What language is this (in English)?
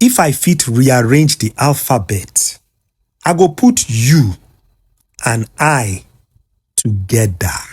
Nigerian Pidgin